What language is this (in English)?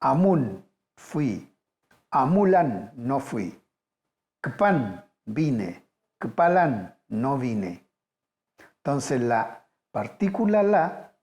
Mapuche